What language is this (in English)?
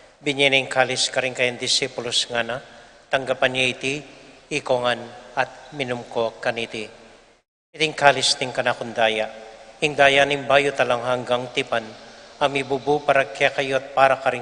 Pampanga